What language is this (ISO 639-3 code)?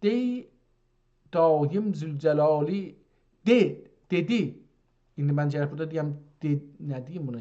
azb